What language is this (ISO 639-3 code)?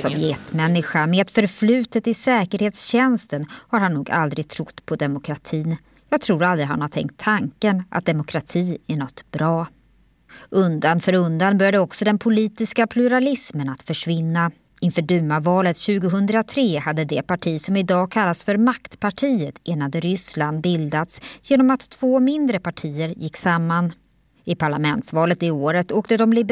swe